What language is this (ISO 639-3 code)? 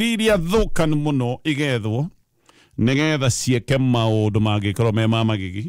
kik